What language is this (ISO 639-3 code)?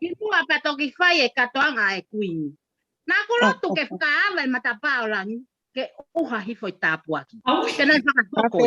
ton